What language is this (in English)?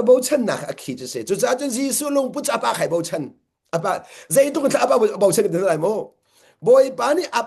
Hakha Chin